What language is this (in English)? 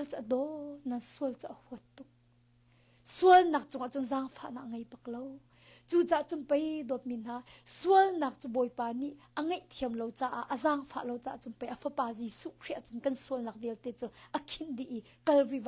Hakha Chin